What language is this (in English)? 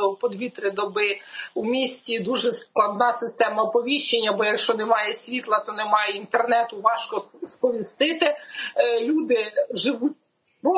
Ukrainian